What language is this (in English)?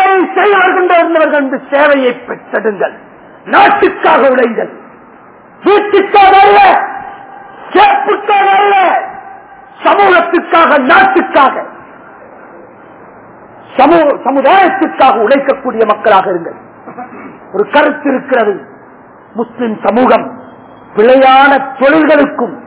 Tamil